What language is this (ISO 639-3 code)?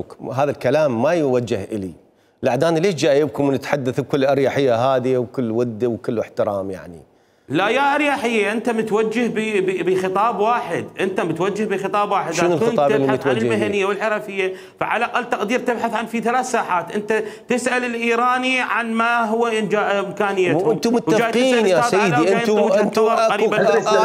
acm